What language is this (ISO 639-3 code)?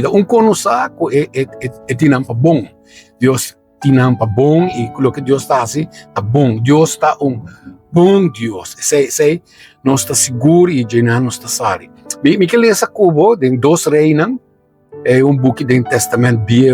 pap